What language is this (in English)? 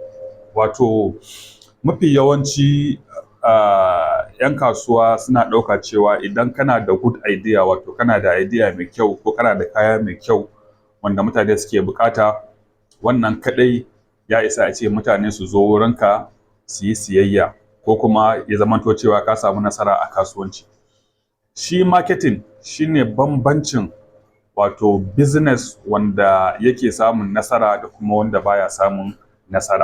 Hausa